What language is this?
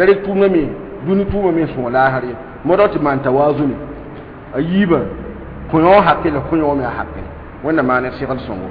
Mossi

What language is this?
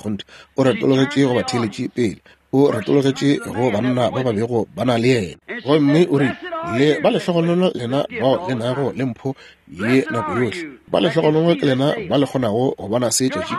Northern Sotho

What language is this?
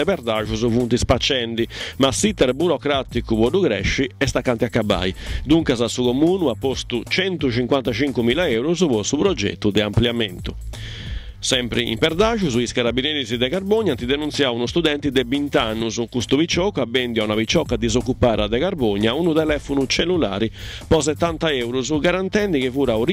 Sardinian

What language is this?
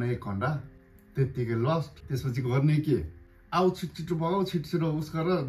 Nepali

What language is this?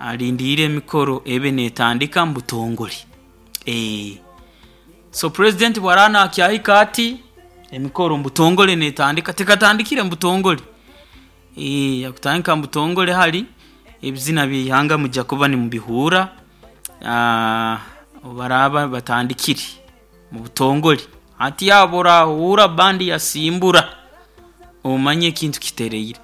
Nyoro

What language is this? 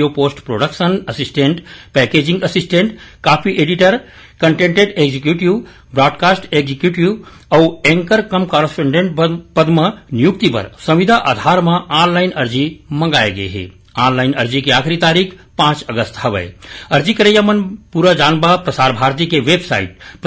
Chhattisgarhi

